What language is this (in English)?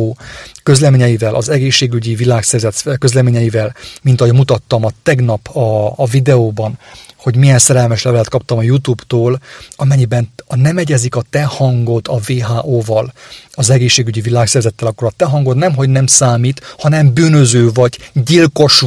Hungarian